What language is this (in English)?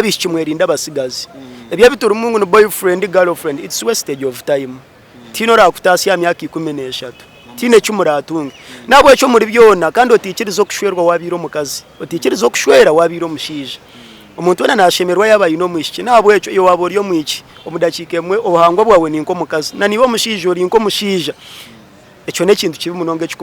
Nyankole